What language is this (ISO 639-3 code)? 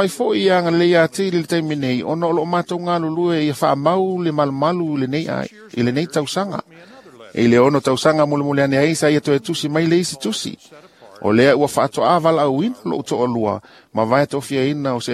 smo